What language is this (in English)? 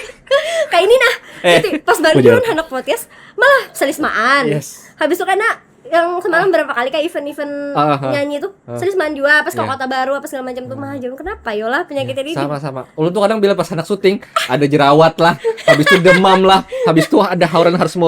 Banjar